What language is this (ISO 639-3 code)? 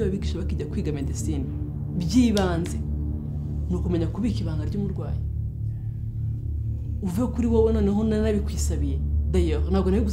kin